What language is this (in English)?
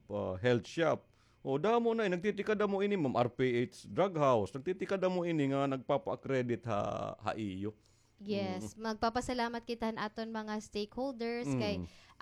Waray